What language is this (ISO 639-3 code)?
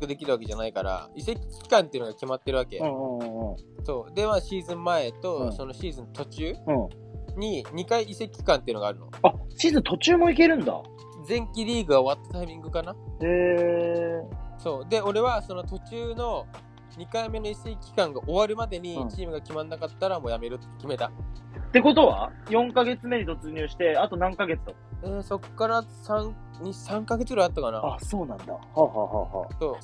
jpn